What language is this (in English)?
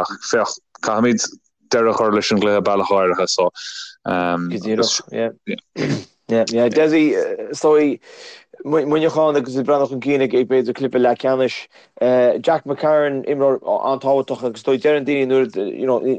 Irish